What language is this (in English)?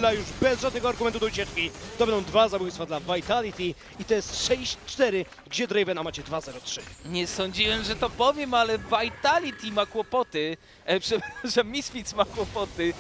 Polish